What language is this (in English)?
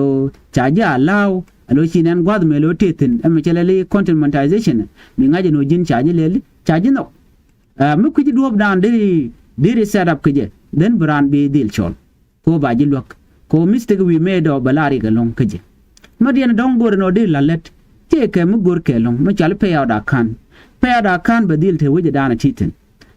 Nuer